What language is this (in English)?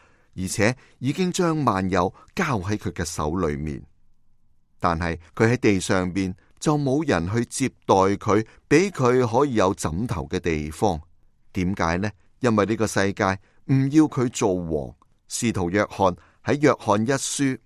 Cantonese